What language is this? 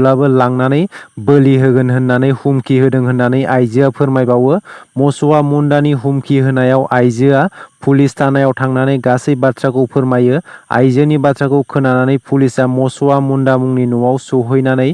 Bodo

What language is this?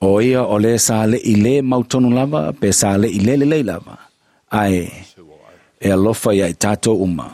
Samoan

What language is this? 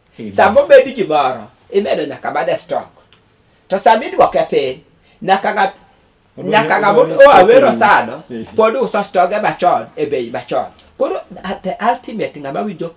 Luo (Kenya and Tanzania)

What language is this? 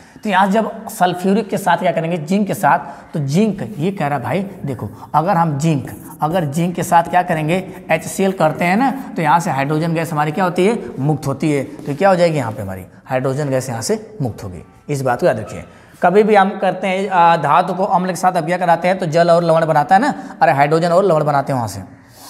Hindi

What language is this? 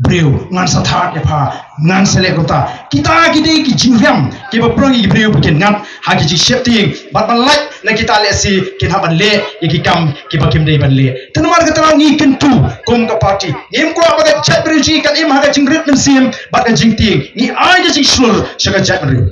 Khasi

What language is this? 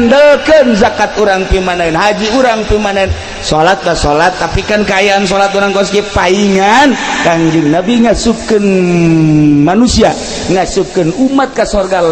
Sundanese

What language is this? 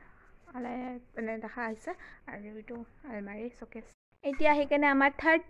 Assamese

